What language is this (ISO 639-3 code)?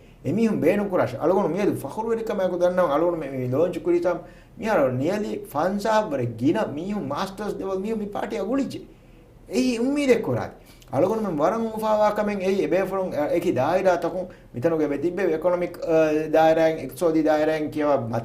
div